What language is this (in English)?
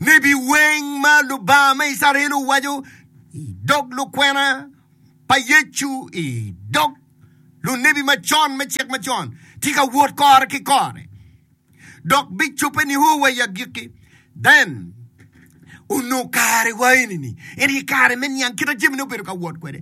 Acoli